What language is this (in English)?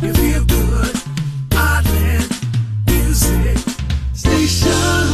Hawaiian